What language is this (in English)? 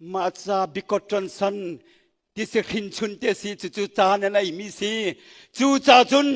Hakha Chin